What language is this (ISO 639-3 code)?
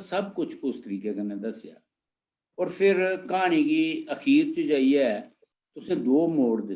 doi